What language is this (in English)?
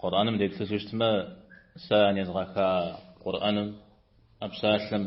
Kabardian